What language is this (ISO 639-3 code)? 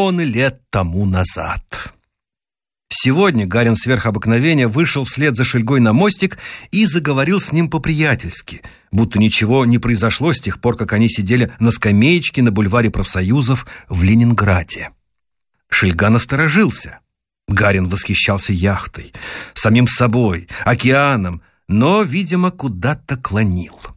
rus